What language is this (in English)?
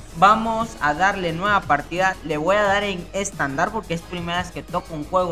Spanish